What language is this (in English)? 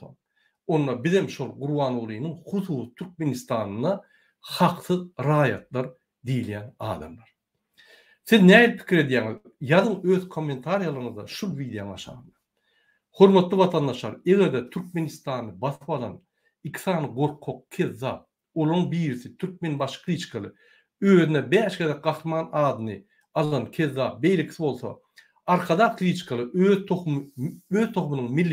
Turkmen